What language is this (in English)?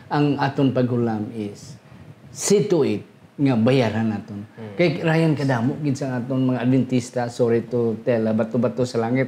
Hiligaynon